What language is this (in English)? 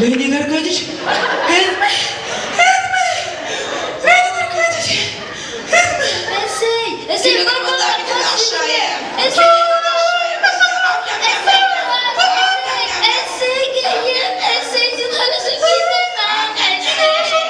Bashkir